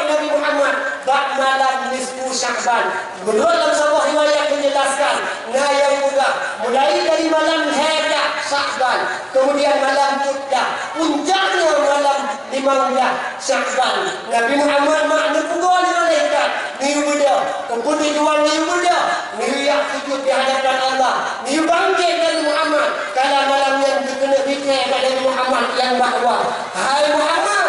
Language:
Achinese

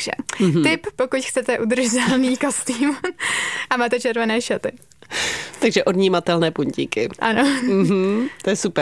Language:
Czech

